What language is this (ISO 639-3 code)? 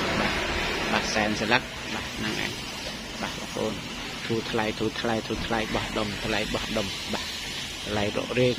khm